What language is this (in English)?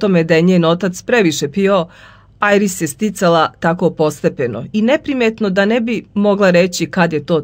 Serbian